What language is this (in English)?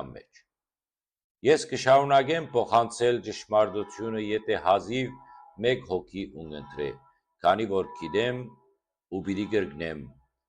Western Armenian